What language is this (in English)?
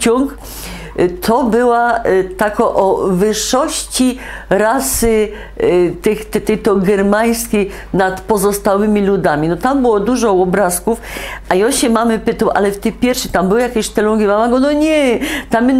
Silesian